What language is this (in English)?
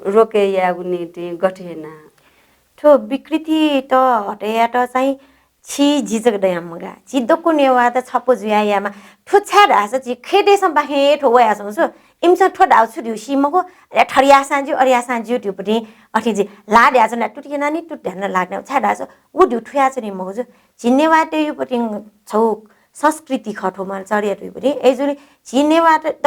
Newari